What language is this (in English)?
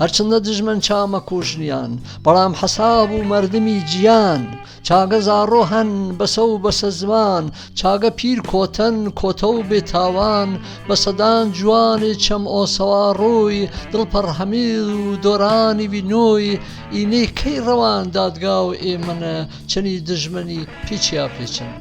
Gurani